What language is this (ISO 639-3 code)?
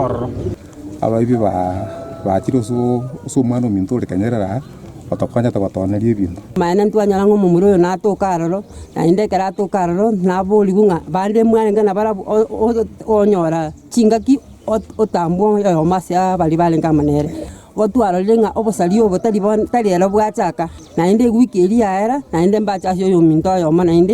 guz